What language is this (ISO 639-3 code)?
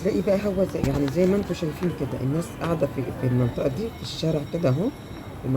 arz